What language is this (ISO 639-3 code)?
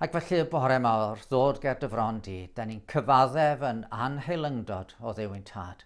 cym